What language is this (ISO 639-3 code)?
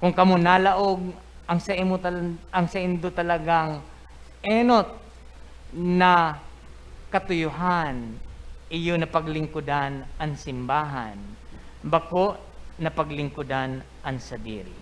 bik